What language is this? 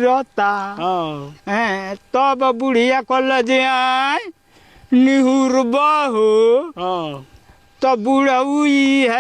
Bhojpuri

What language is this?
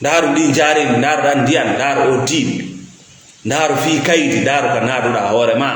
Fula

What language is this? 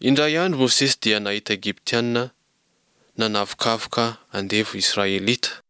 Malagasy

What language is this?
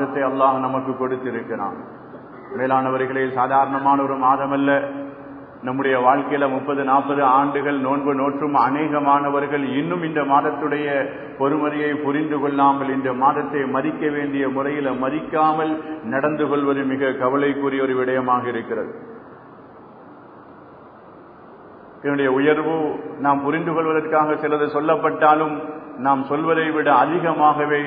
Tamil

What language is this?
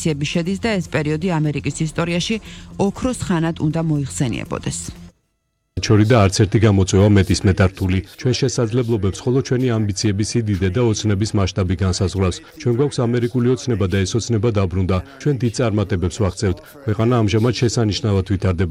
Georgian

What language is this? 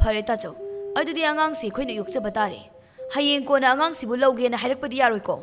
Manipuri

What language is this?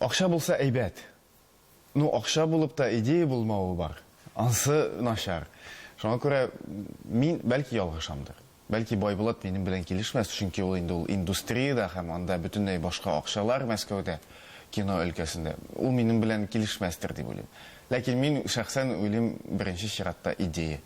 Tatar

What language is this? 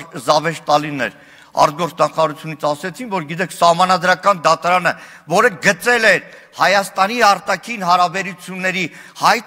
Armenian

